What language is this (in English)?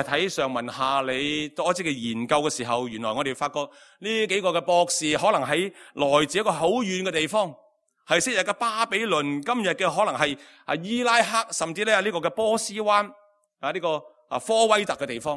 Cantonese